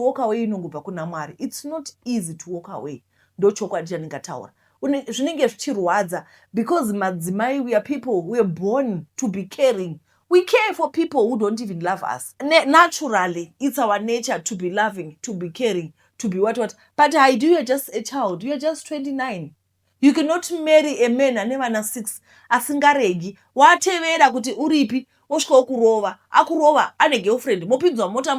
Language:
Shona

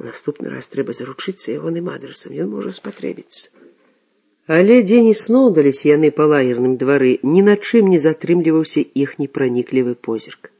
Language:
Belarusian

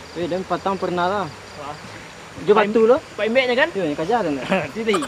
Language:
Minangkabau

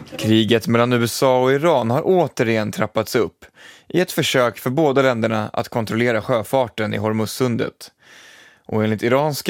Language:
Swedish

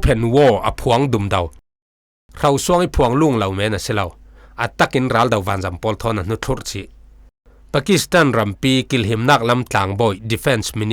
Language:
Falam Chin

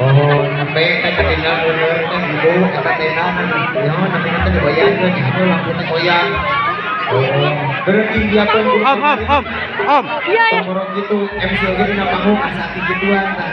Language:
Sundanese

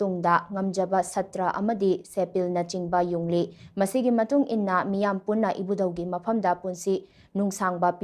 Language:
Manipuri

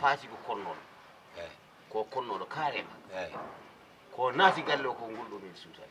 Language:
Fula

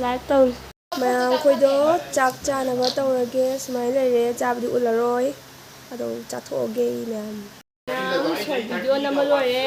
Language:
Manipuri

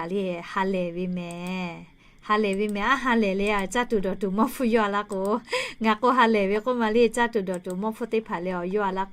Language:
Lahu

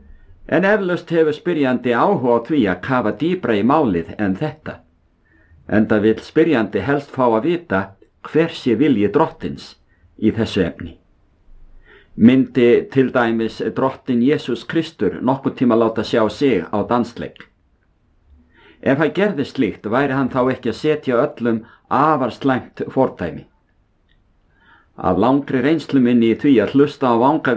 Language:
Icelandic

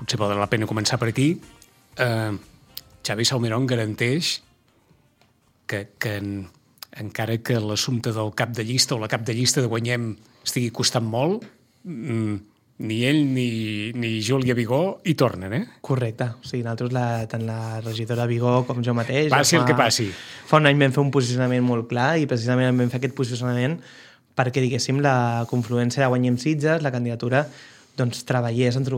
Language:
Catalan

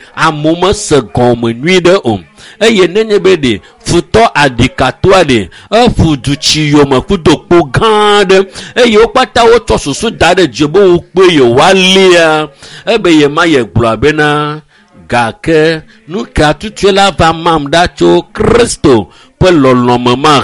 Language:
Ewe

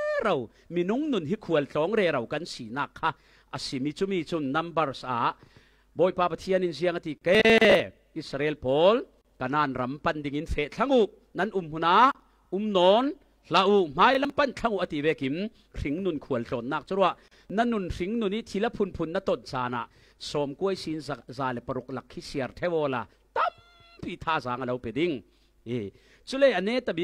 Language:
Falam Chin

